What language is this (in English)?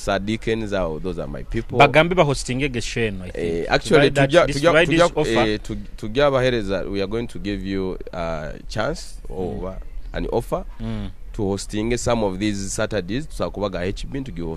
Nyoro